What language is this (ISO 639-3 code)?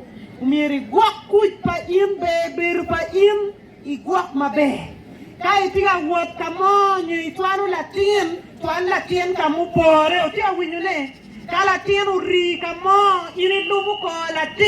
ach